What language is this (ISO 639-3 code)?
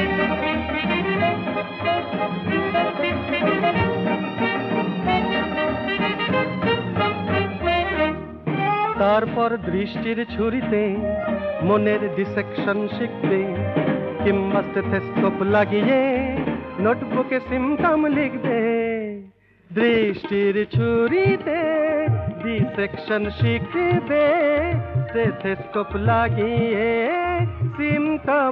ben